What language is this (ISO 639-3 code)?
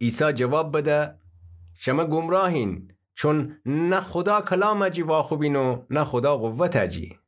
glk